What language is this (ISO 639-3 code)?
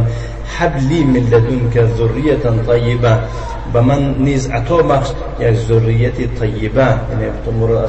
tgk